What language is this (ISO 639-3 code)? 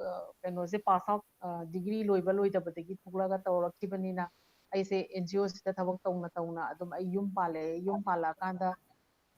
mni